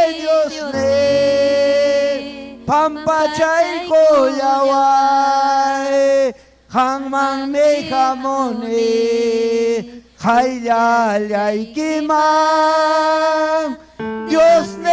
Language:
Ayacucho Quechua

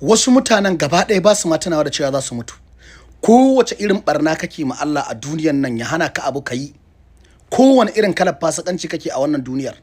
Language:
Hausa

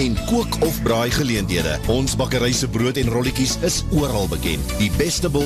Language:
Afrikaans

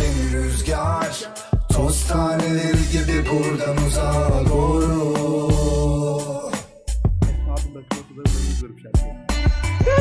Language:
Turkish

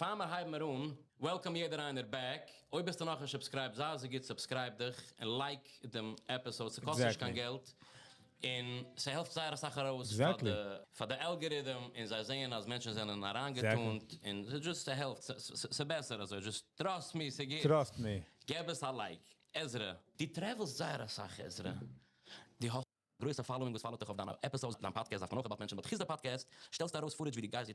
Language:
Yiddish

